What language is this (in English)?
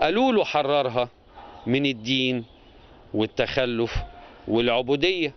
Egyptian Arabic